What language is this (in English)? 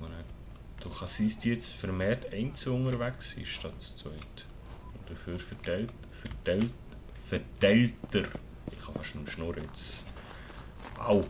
Swiss German